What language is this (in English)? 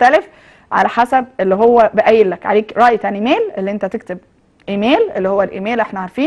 Egyptian Arabic